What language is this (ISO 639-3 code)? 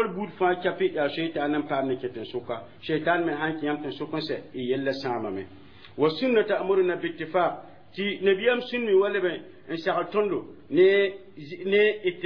mos